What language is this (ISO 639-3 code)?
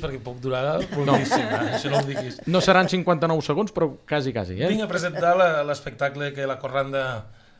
cat